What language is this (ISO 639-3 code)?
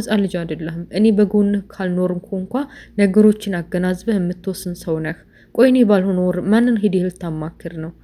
amh